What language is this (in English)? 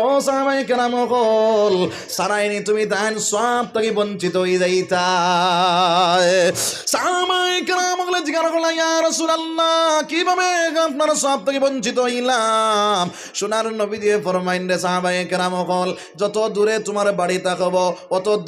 Sylheti